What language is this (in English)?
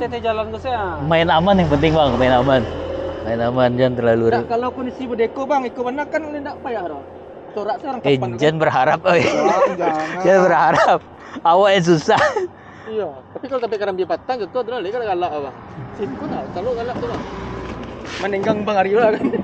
Minangkabau